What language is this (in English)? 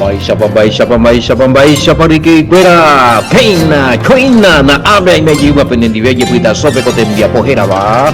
Guarani